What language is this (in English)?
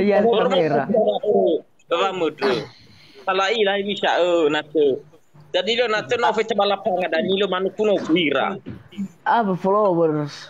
Nias